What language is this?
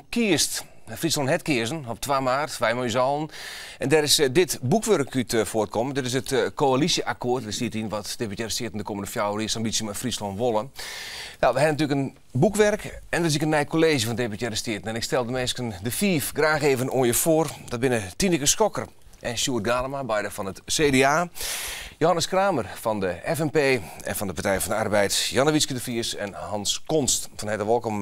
Western Frisian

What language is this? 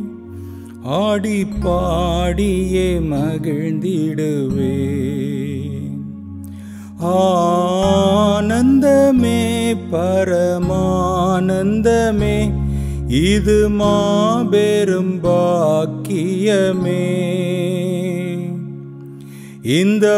Tamil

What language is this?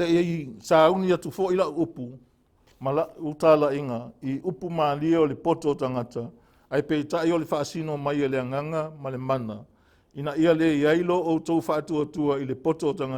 Samoan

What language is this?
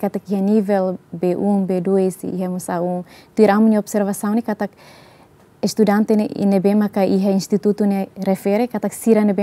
Tetum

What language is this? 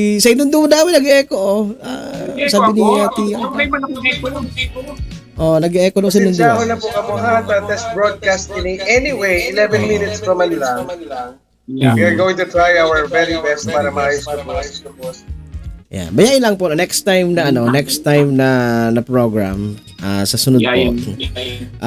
Bikol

